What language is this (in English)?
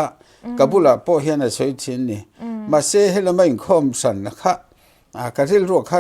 Mizo